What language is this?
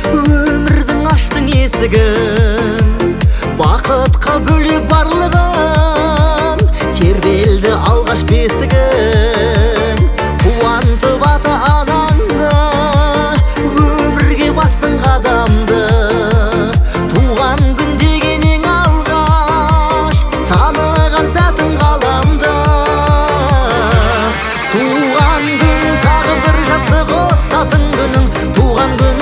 Kazakh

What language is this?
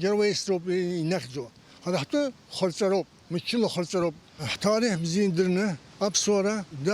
Abkhazian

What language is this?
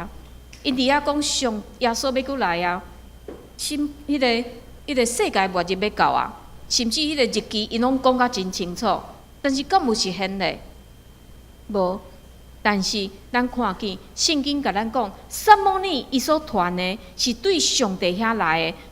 Min Nan Chinese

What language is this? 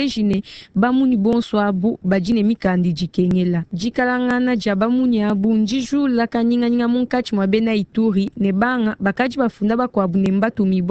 Luba-Lulua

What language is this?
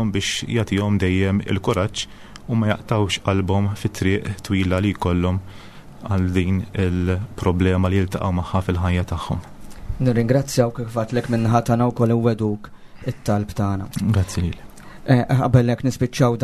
Maltese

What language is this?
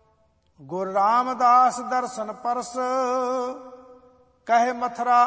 Punjabi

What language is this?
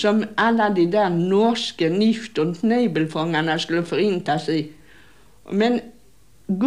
Swedish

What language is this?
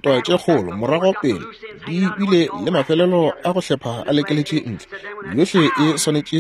Northern Sotho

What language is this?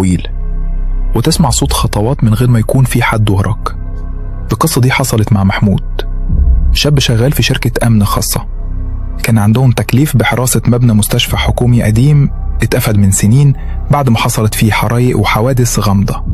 Egyptian Arabic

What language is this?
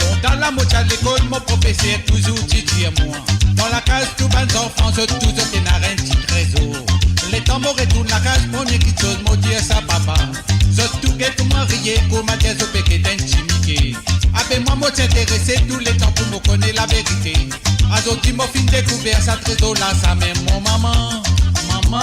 Morisyen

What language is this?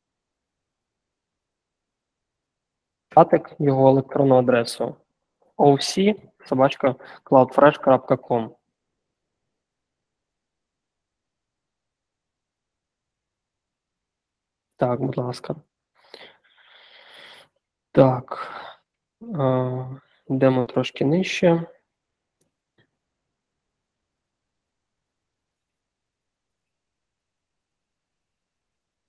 Ukrainian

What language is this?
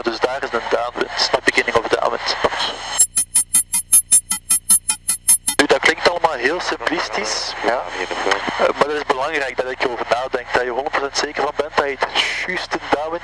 Dutch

